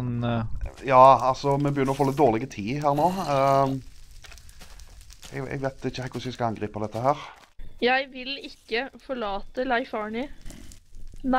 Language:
Norwegian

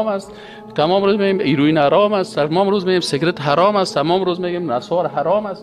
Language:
Persian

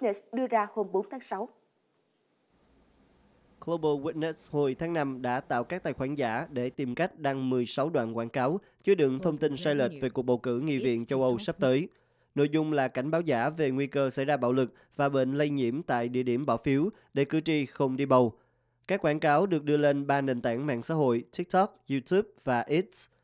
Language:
Vietnamese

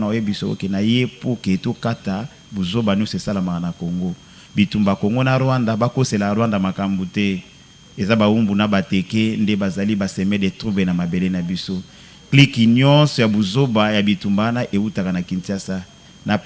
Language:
Lingala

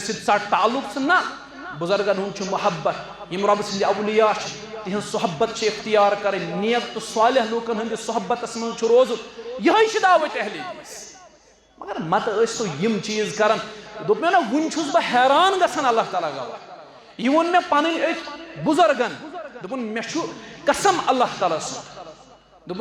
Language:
Kashmiri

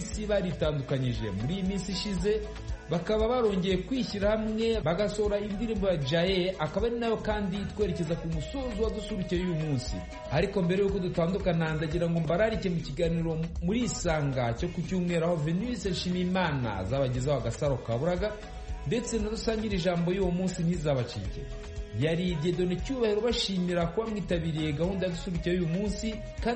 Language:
Kinyarwanda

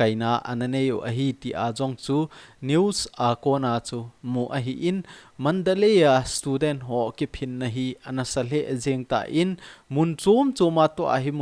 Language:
Thado Chin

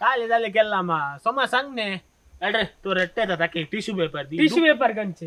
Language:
Konkani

